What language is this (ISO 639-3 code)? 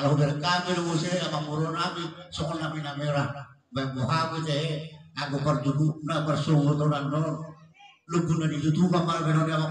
bbc